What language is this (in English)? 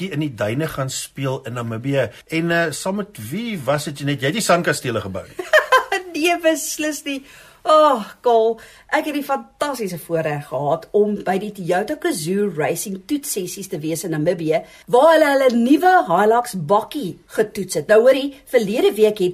Afrikaans